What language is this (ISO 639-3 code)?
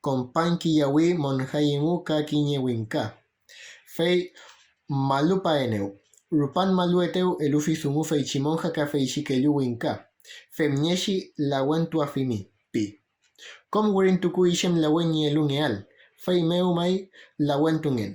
arn